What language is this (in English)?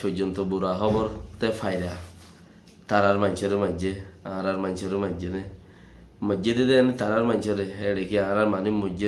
Rohingya